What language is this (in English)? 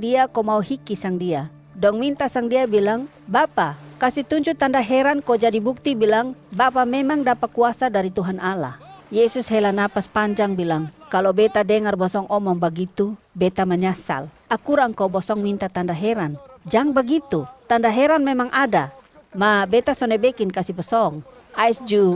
Kupang Malay